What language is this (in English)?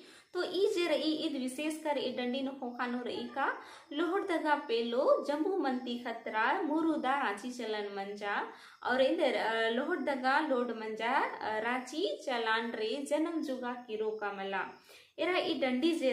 Kurukh